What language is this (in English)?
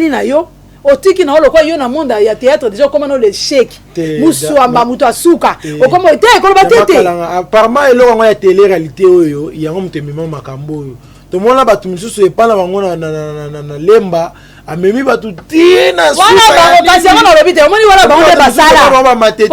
Lingala